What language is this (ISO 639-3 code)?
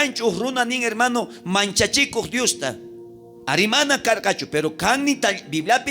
quh